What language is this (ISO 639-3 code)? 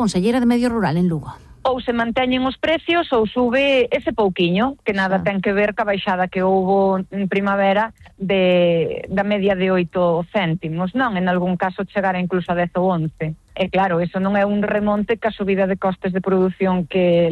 glg